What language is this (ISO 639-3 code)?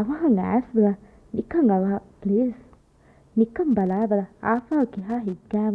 div